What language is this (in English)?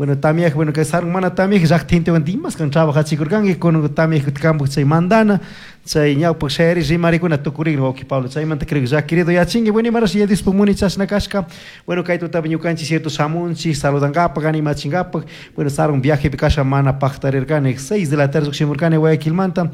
Chimborazo Highland Quichua